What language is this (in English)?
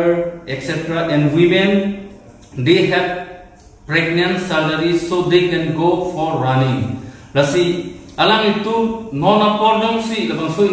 Karbi